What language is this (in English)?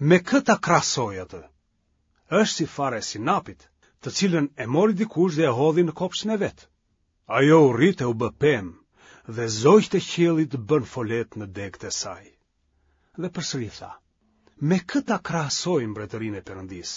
Albanian